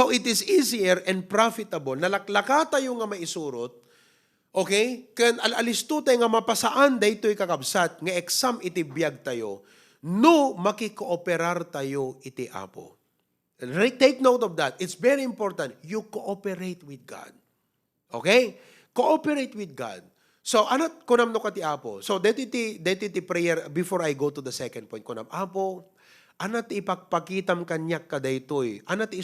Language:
Iloko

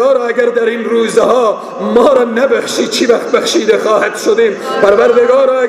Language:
Persian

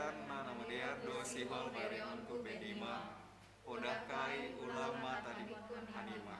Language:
Batak Simalungun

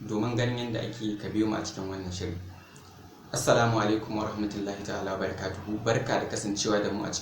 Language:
Hausa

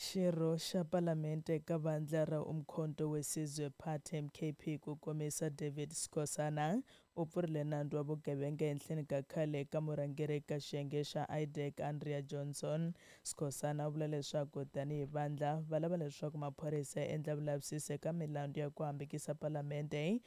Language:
Tsonga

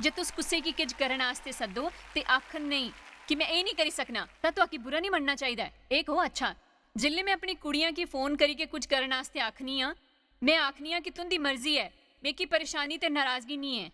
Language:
Dogri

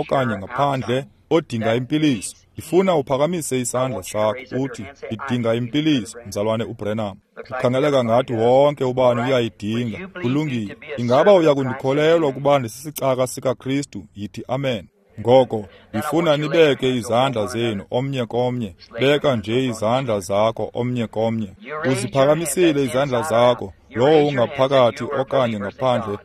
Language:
Xhosa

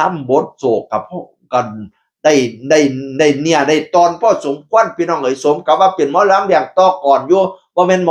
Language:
Northeastern Thai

